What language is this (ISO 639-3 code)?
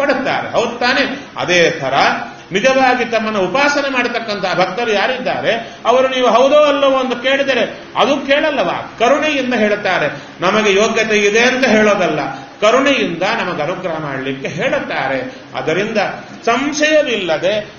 kan